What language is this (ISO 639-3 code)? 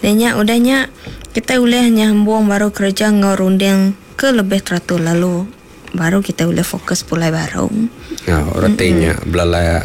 iba